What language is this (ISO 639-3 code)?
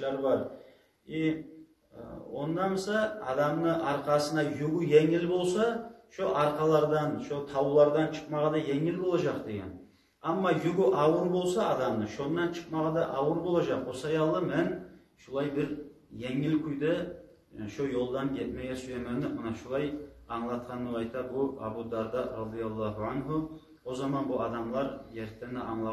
kum